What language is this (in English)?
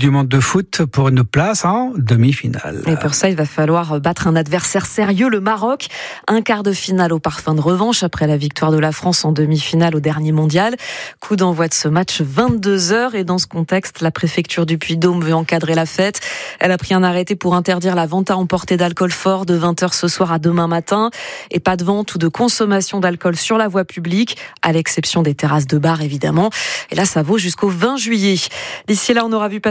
French